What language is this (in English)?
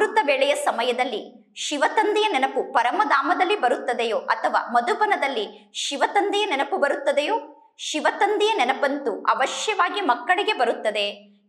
Kannada